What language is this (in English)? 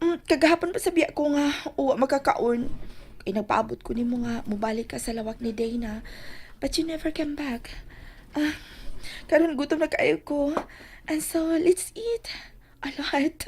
Cebuano